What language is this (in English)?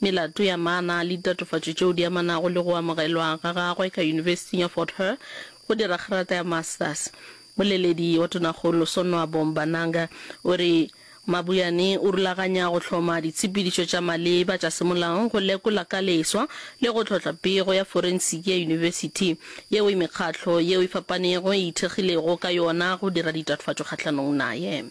Northern Sotho